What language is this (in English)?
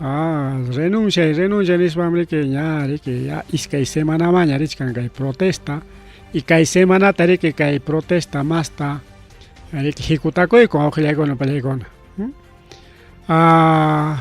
Ayacucho Quechua